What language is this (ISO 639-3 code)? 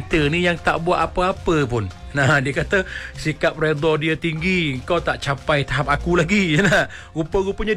msa